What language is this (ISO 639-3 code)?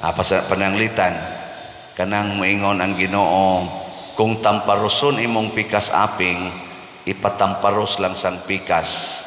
ceb